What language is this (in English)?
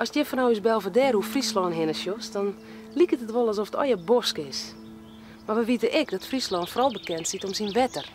Western Frisian